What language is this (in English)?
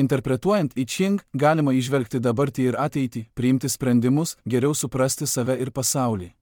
Lithuanian